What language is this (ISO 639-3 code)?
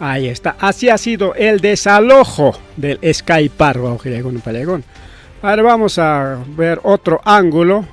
quy